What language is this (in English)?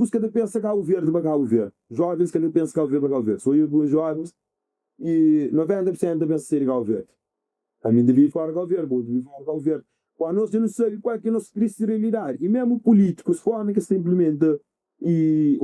Kabuverdianu